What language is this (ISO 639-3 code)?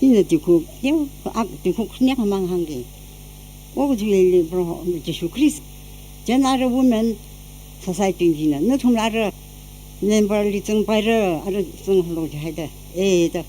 nmf